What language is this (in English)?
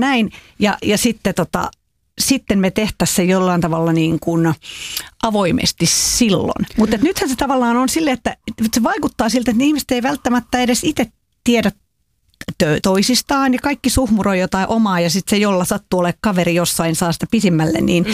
Finnish